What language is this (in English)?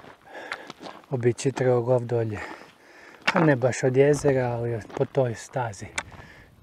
Croatian